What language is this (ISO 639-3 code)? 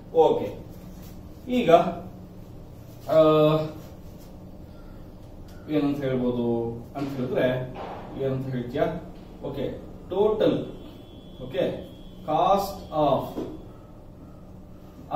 kan